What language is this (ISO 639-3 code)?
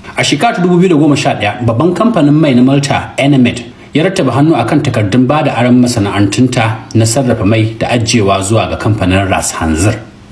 hau